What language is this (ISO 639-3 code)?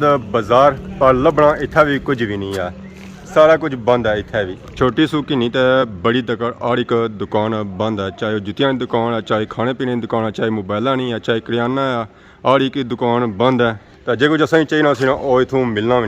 phr